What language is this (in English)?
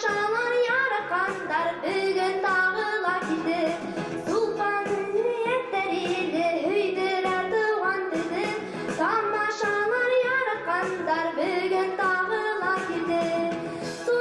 Bashkir